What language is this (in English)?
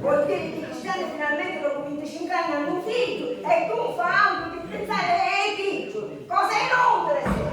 Sicilian